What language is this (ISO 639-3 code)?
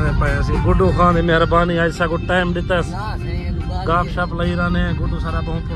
skr